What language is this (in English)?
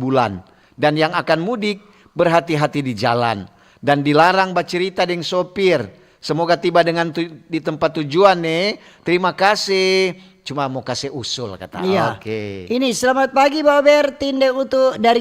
Manado Malay